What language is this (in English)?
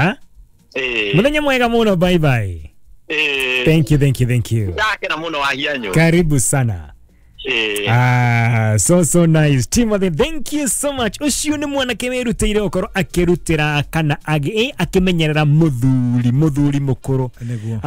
Kikuyu